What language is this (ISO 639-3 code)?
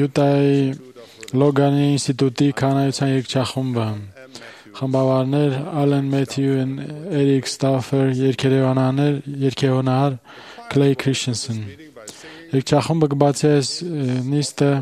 hye